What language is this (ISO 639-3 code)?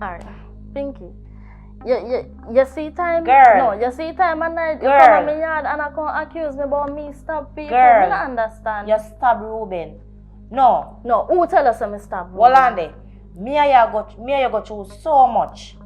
jam